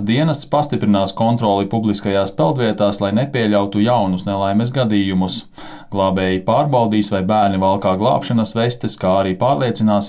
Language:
Latvian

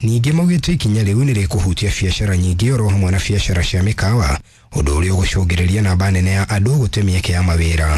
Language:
Kikuyu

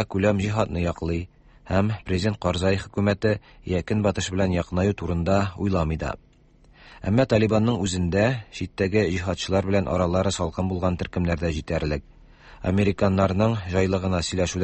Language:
Tatar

